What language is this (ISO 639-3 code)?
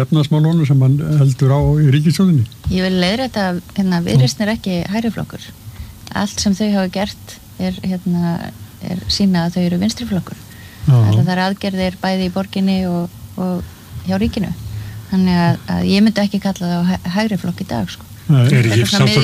isl